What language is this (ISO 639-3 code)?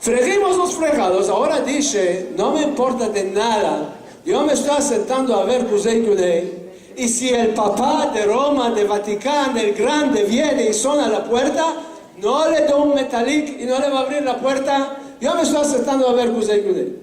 lad